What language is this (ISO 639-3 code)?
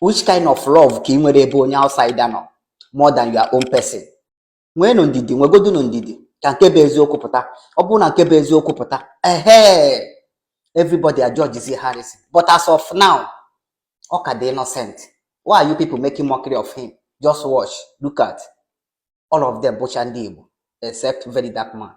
ibo